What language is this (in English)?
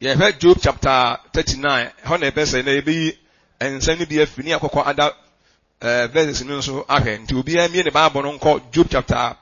Akan